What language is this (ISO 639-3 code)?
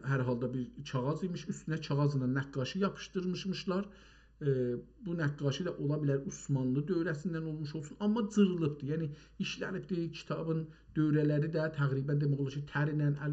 azb